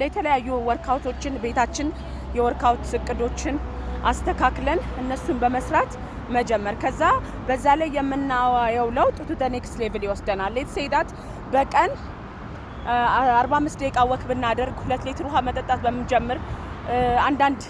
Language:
Amharic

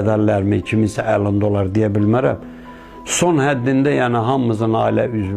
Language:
Azerbaijani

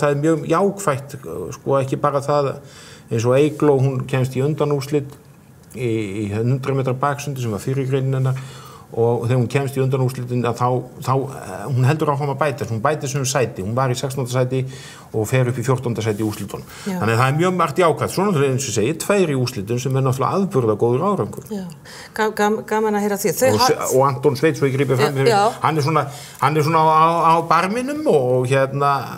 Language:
Icelandic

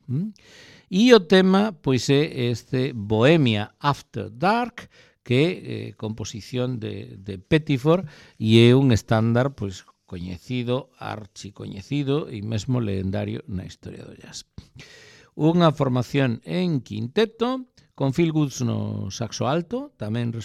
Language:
Galician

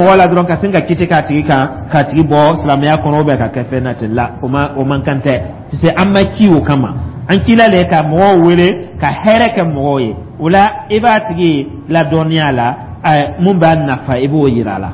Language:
Dyula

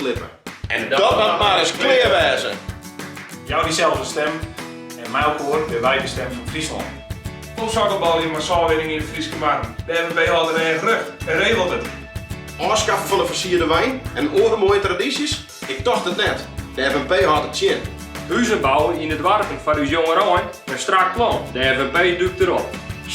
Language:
Western Frisian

